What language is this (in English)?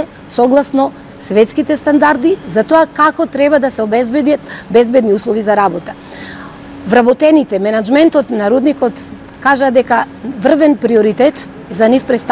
Macedonian